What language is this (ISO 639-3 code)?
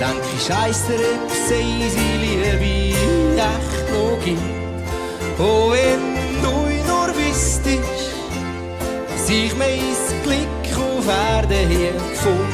gsw